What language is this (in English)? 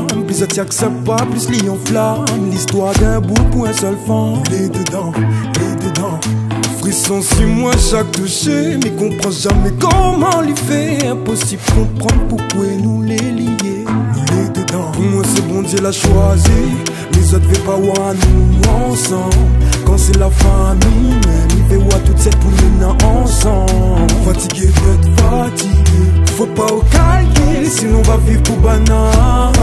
Réunion Creole French